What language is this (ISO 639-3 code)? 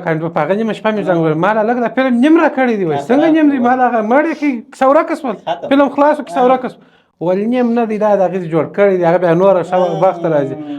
pus